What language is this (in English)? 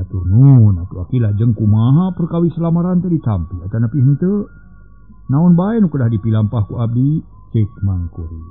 Sundanese